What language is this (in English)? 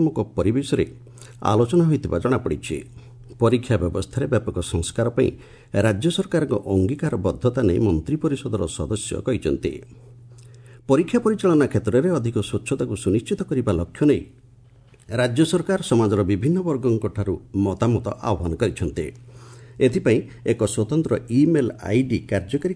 Odia